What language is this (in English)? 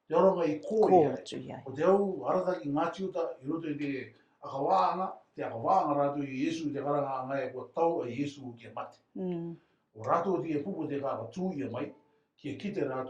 Rarotongan